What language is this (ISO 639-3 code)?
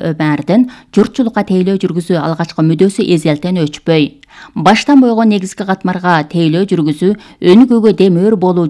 kir